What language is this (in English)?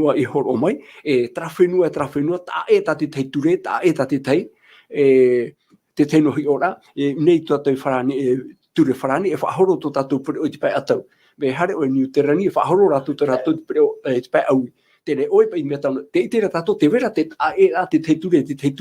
Tahitian